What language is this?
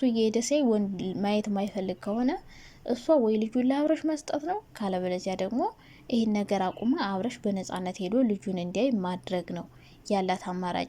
Amharic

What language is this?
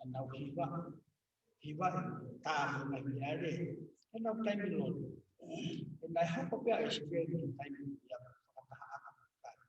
Tongan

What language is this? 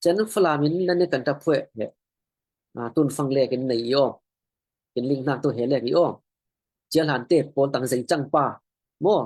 Falam Chin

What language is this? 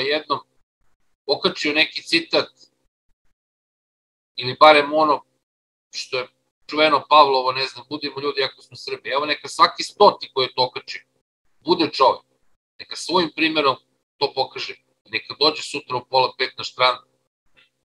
Serbian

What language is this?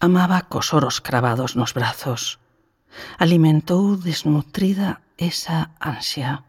Galician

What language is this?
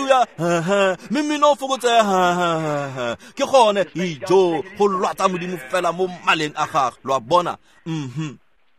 Tswana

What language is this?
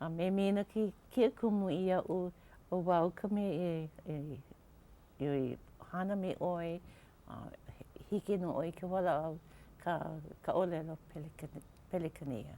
Hawaiian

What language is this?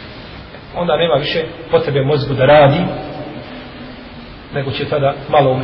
Bosnian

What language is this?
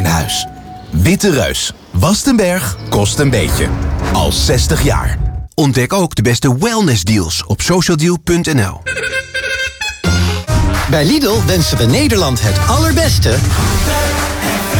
Dutch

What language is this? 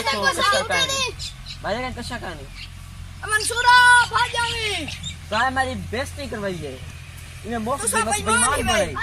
Saraiki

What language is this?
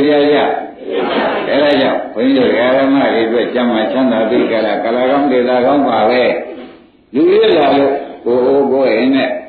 Burmese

